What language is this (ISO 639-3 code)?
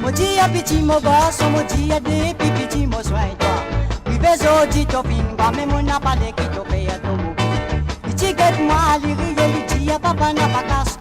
mfe